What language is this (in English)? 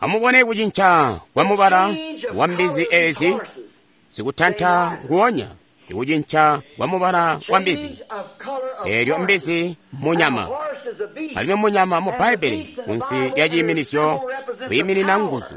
Tonga (Zambia)